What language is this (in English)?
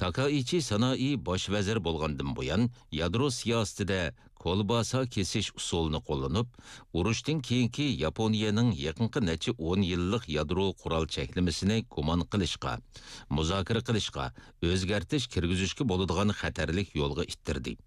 Uyghur